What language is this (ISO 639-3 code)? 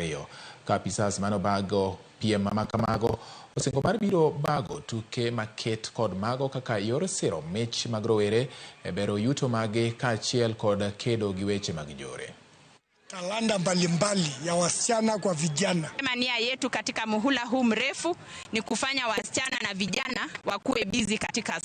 luo